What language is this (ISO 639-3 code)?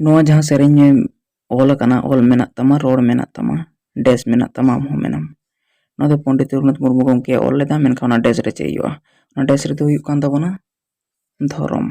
sat